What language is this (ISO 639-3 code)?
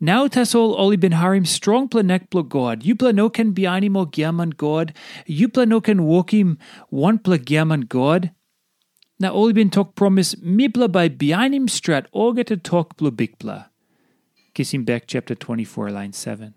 tpi